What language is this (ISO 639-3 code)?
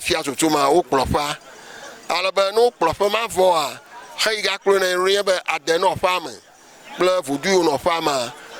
ewe